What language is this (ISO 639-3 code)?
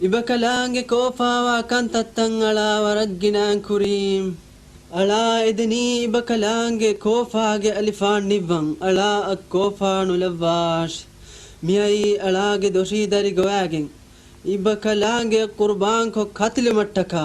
div